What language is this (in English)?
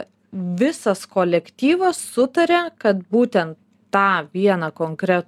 Lithuanian